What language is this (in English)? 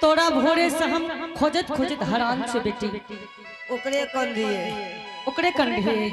Angika